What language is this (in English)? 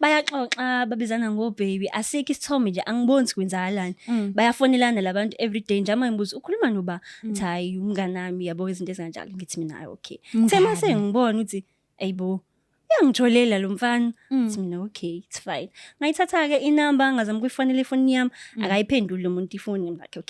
Zulu